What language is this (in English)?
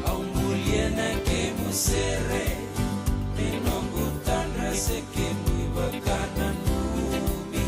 Fijian